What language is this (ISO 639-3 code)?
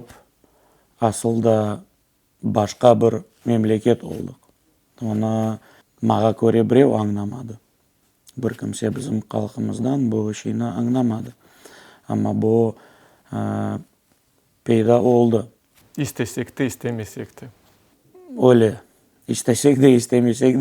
crh